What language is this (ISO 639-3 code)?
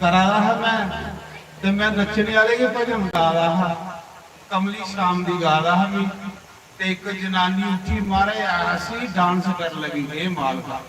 doi